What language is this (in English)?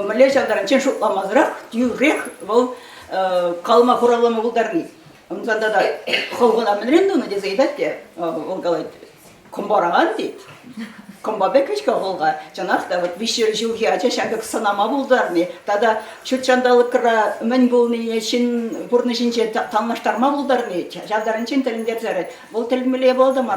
Chuvash